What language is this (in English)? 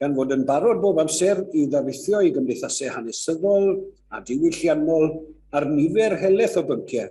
Welsh